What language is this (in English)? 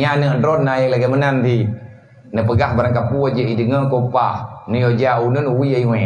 Achinese